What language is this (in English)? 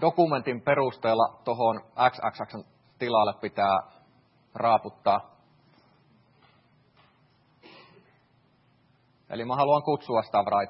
Finnish